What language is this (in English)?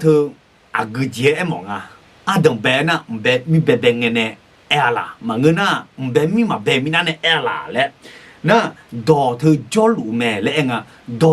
Akha